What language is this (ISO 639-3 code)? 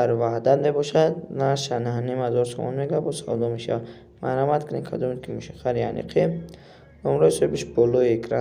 tgk